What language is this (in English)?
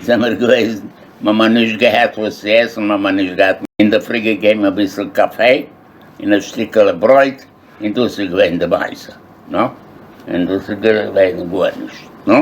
Yiddish